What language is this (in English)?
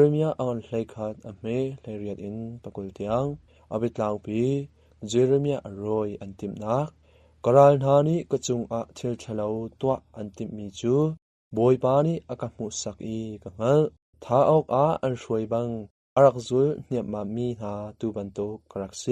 Hakha Chin